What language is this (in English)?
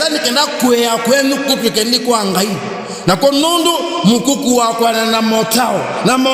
Kamba